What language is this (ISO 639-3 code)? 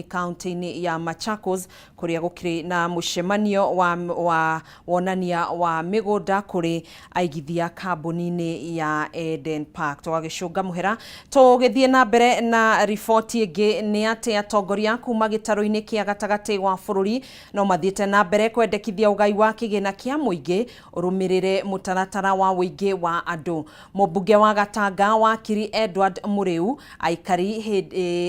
kik